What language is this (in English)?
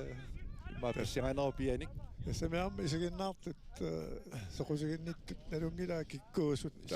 Kalaallisut